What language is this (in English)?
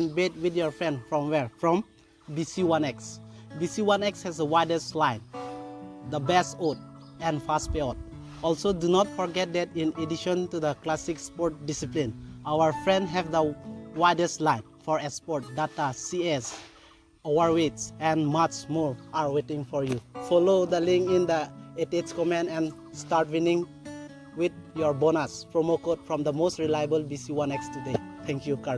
Karbi